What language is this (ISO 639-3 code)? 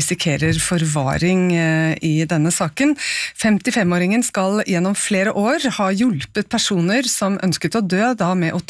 nor